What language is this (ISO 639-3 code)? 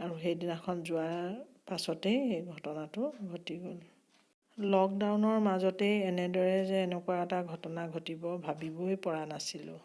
asm